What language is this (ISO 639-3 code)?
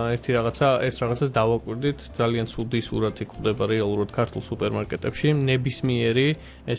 kat